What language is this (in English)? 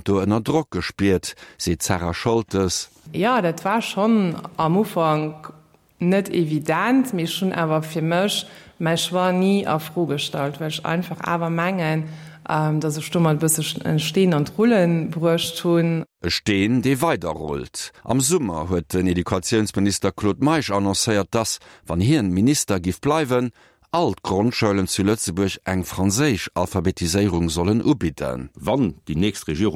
Luxembourgish